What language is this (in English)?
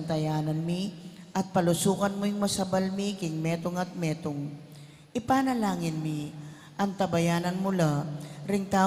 Pampanga